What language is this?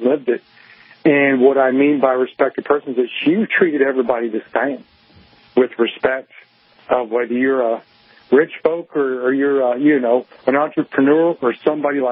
English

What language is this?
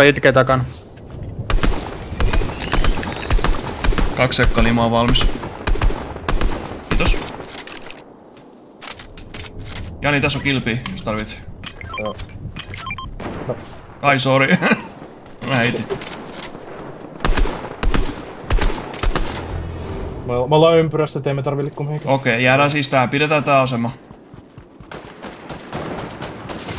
Finnish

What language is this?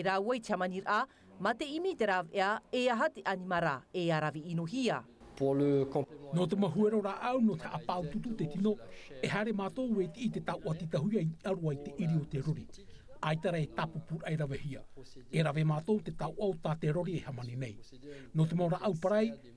Tahitian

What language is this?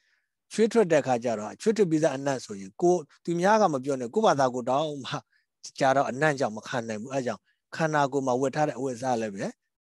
Burmese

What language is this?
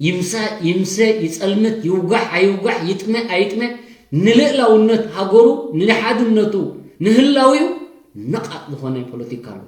Tigrinya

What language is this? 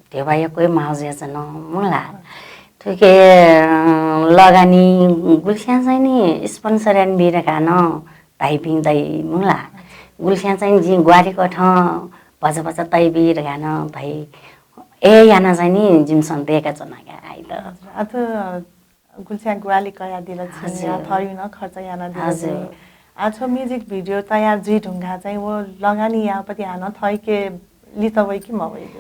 Newari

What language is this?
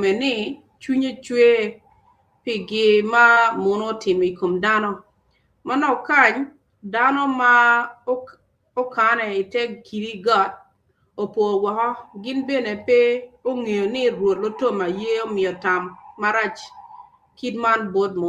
Acoli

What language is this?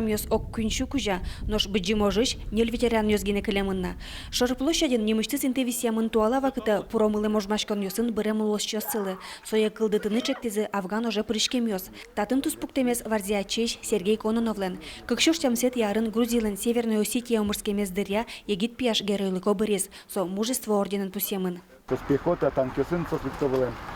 Udmurt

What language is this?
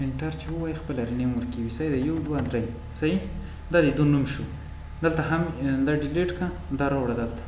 Pashto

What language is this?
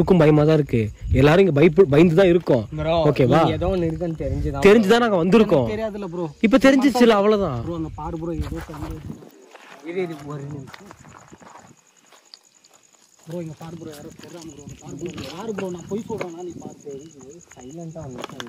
Tamil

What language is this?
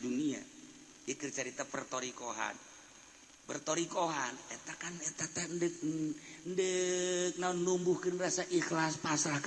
Sundanese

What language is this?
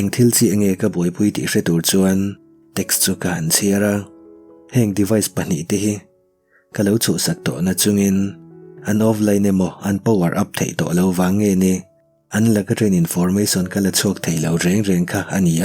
Mizo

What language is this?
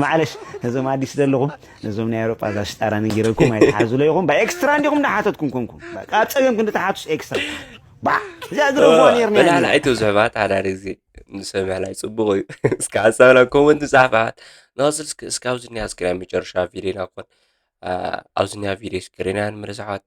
Tigrinya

